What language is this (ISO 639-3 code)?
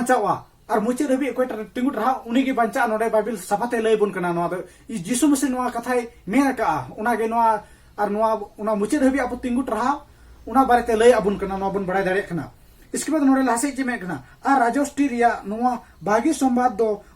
sat